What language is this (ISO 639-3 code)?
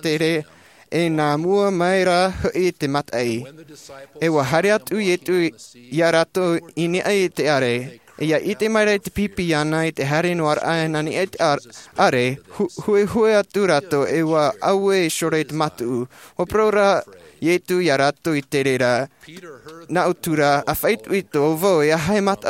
tah